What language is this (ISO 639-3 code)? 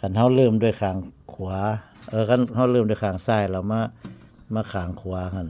tts